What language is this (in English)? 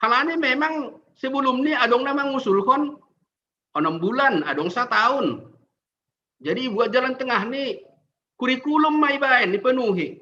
Batak Simalungun